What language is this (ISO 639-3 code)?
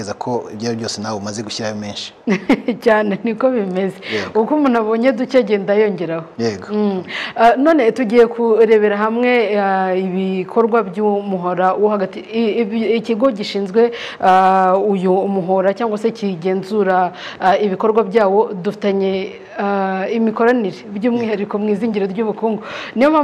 kin